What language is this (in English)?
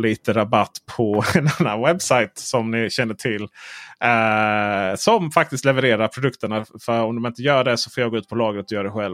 Swedish